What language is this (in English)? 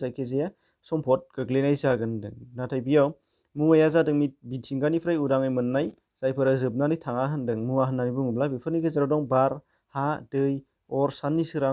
Bodo